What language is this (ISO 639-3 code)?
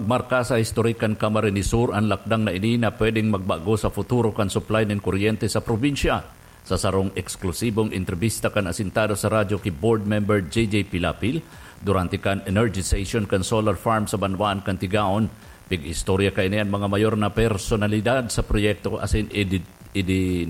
bik